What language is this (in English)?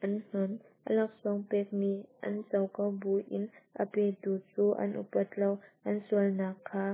Hakha Chin